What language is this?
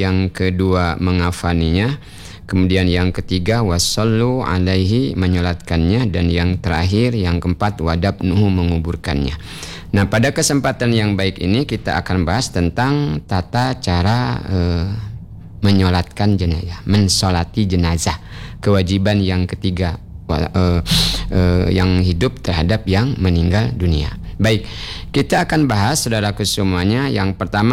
Indonesian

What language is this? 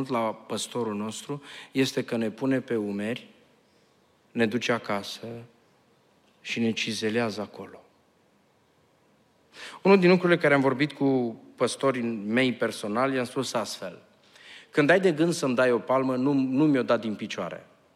Romanian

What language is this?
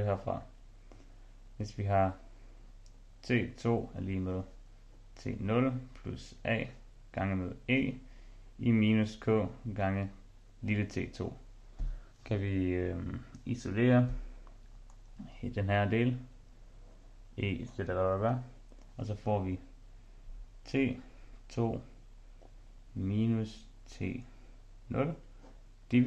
Danish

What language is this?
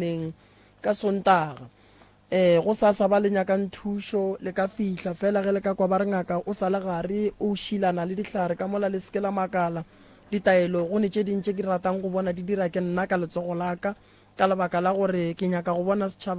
Northern Sotho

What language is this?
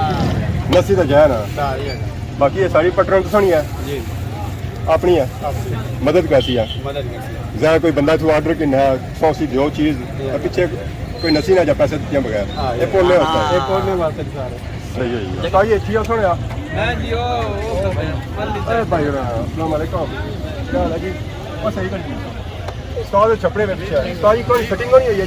Pahari-Potwari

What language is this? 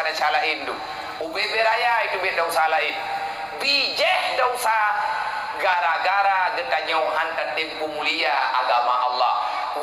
Achinese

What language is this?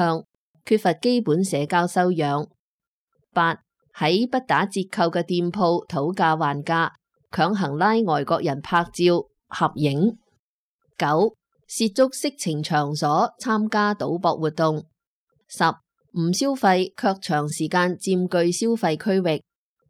Cantonese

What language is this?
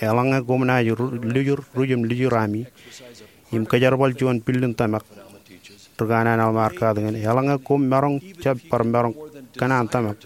Marshallese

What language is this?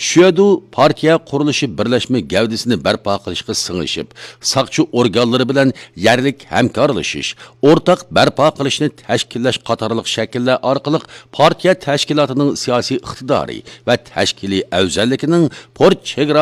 Uyghur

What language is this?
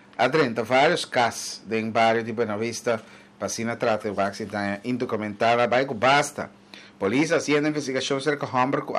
Papiamento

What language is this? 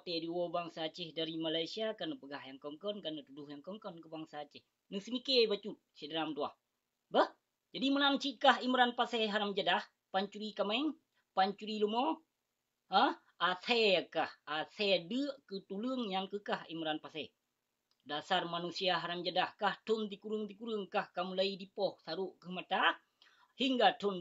Achinese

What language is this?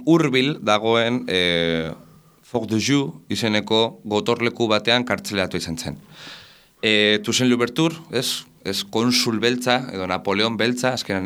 Basque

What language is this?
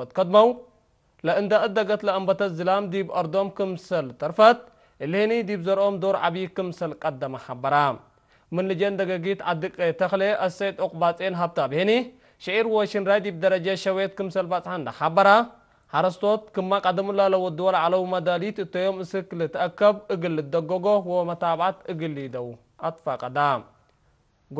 Tigre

